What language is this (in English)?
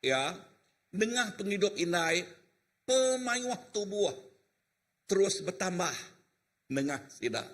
Iban